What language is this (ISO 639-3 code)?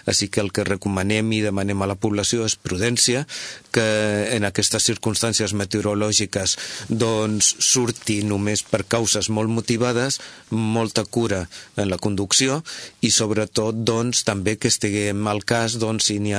cat